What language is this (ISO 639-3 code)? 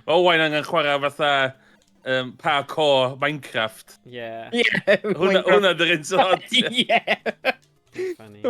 cym